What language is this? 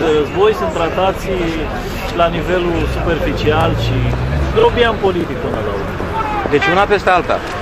Romanian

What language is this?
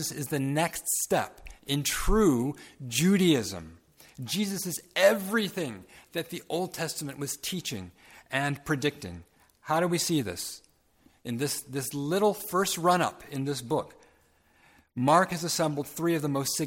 English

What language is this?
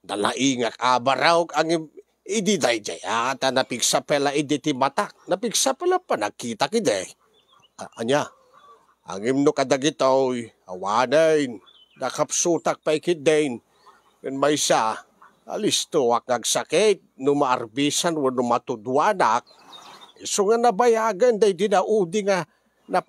Iloko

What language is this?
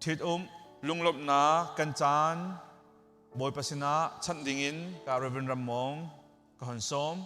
Hakha Chin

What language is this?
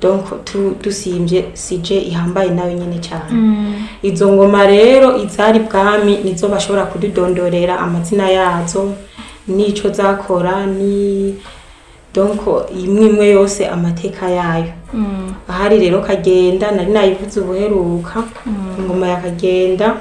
Rundi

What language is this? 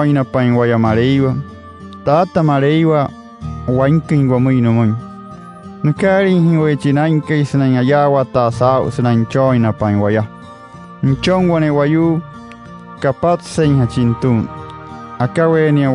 Wayuu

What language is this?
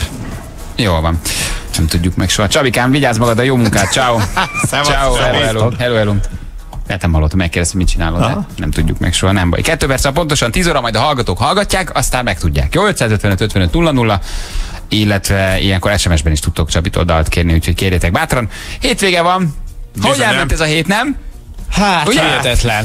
Hungarian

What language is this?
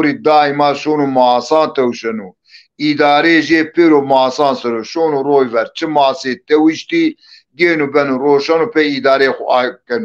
Zaza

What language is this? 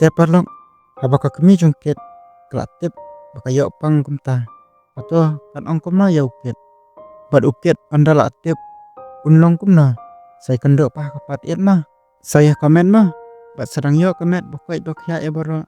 Khasi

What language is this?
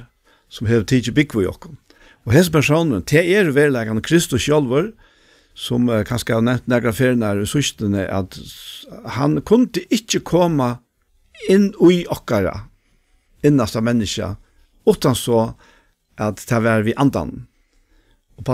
Faroese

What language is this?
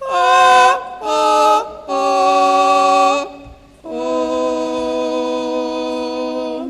Nyanja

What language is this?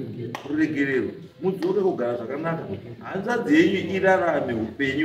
Shona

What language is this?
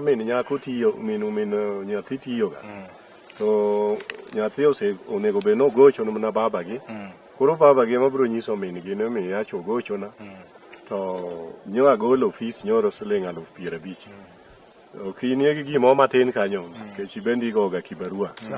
Luo (Kenya and Tanzania)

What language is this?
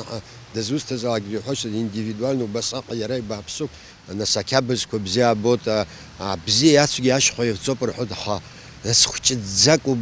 Abkhazian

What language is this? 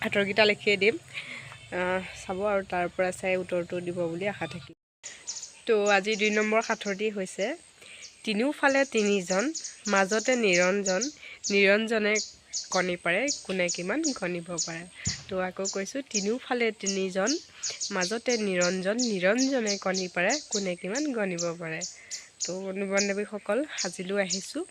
Assamese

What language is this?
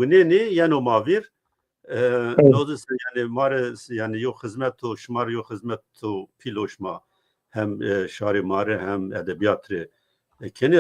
Zaza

